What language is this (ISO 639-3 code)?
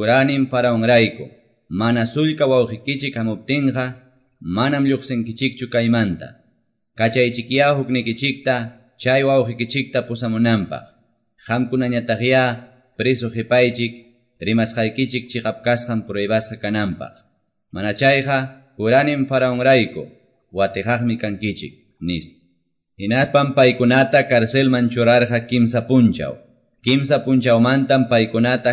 que